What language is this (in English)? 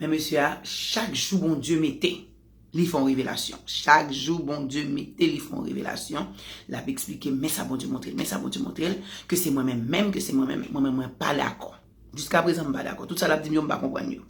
Haitian Creole